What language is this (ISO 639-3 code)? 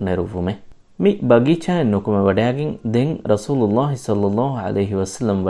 div